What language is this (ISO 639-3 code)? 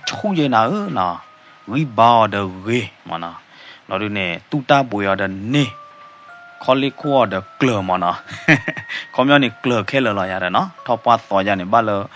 ksw